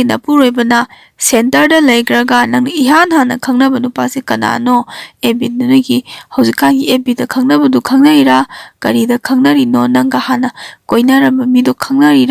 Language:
Manipuri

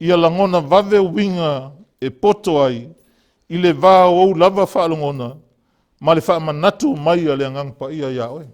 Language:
Samoan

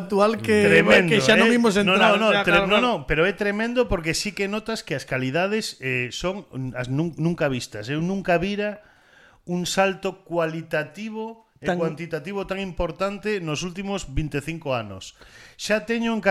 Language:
Galician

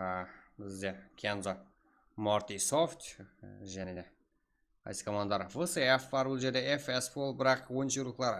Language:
Kara-Kalpak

